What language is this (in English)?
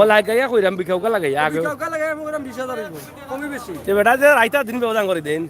Sylheti